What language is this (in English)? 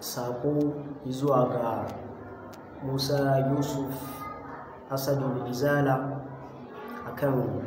Hausa